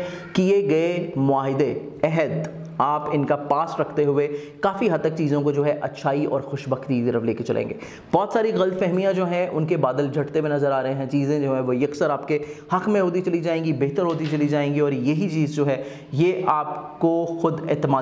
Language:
Urdu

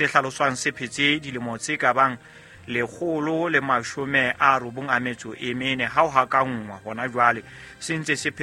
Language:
Southern Sotho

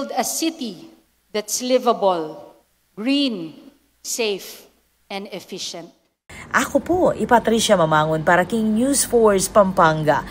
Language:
Pampanga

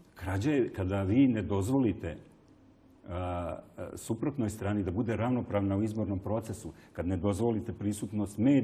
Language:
Serbian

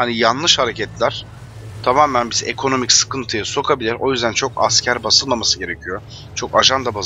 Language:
Turkish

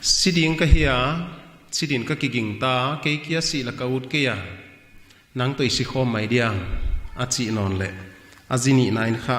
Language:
Paite Chin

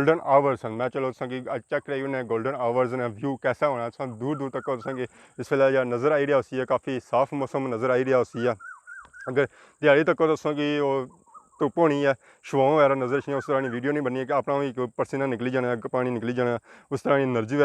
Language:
Pahari-Potwari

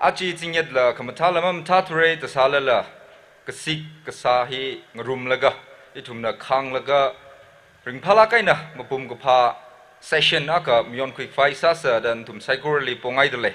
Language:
Tangkhul Naga (India)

